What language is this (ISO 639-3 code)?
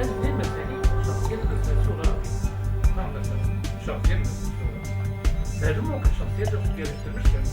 zza